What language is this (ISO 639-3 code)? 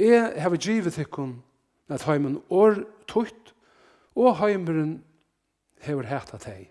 fao